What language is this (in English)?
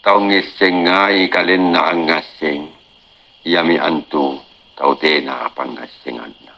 Makasar